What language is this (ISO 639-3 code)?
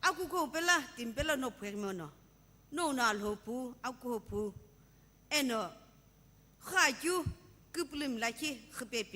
nsm